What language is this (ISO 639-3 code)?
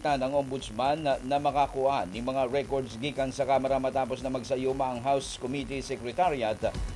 bik